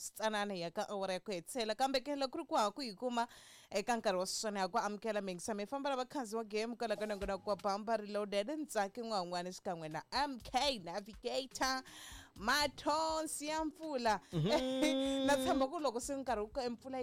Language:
Tsonga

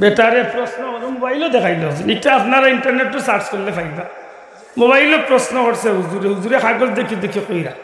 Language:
Sylheti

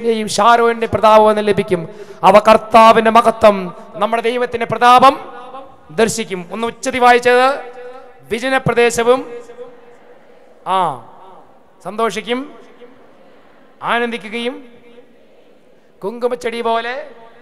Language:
Malayalam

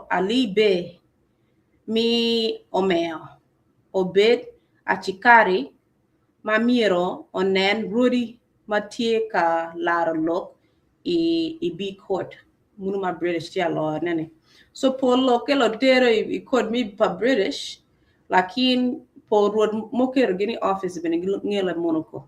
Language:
Acoli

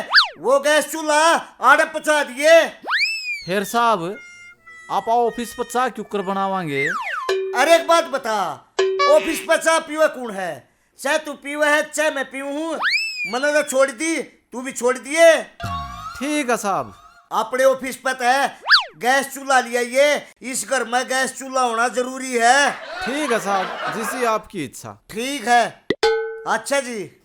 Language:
Haryanvi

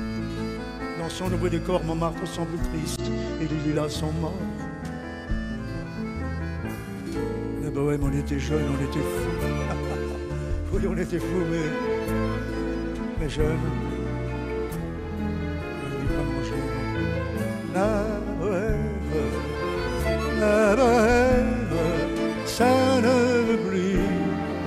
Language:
French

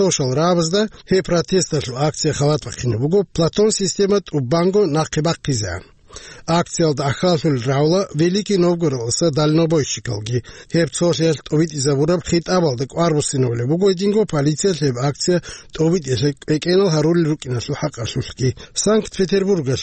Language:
Avaric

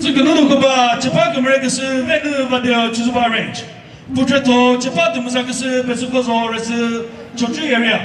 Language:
Chokri Naga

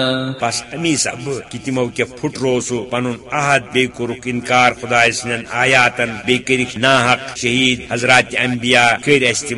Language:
Kashmiri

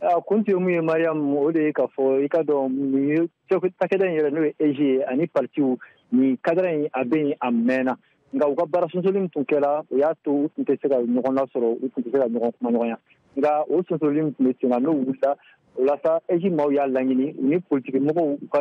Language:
Bambara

